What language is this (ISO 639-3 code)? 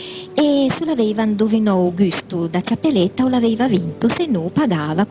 lij